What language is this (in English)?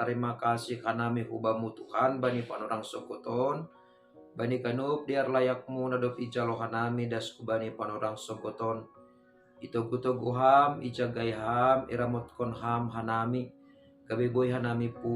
Batak Simalungun